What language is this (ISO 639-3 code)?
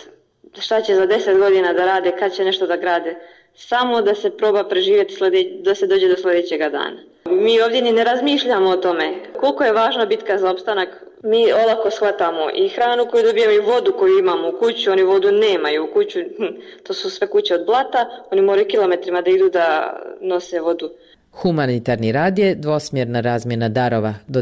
bos